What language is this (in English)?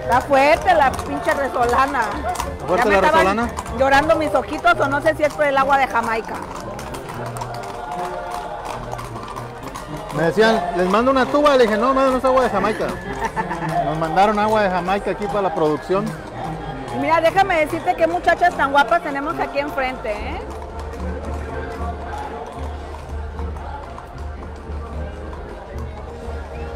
Spanish